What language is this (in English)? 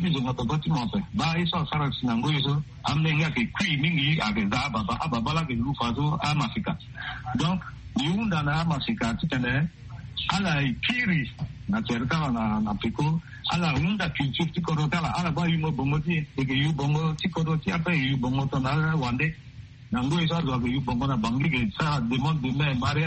Sango